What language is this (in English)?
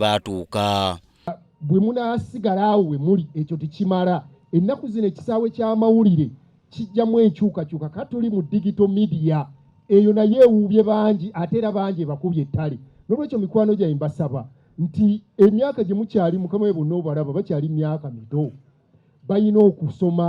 Ganda